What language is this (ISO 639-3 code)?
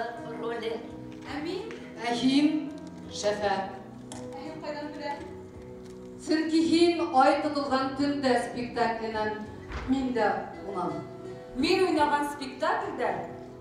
bak